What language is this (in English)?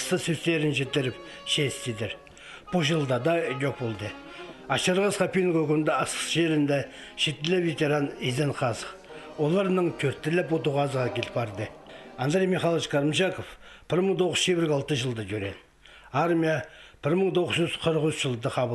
Khakas